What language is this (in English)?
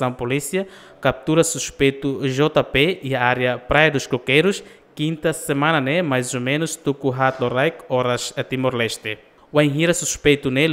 Tetum